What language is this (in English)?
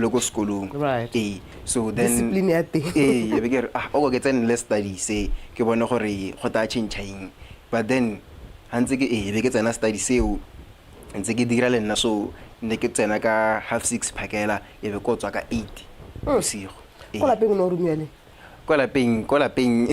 Tswana